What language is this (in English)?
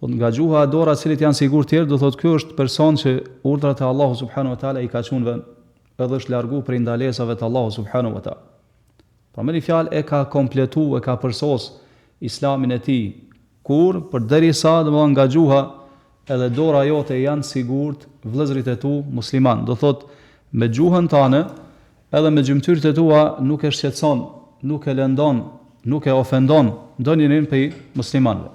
Albanian